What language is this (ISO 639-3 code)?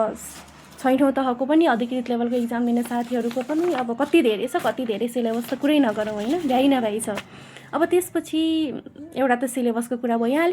nep